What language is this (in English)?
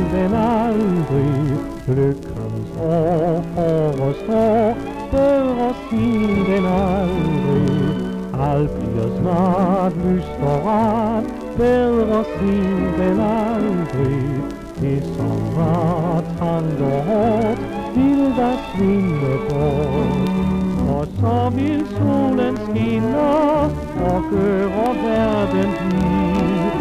Danish